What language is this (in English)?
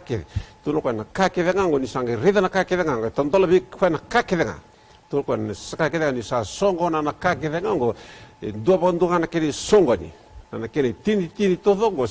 Fijian